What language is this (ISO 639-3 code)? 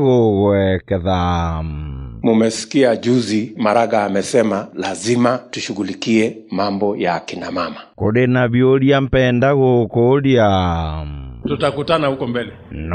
mer